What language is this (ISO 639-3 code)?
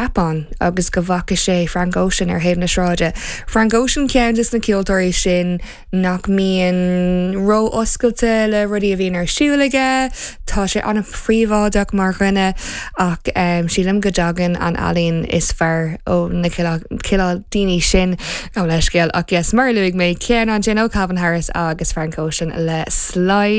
gle